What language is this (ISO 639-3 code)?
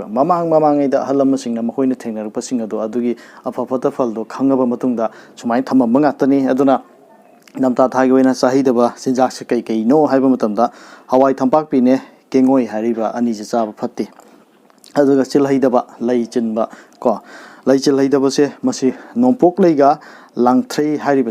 mni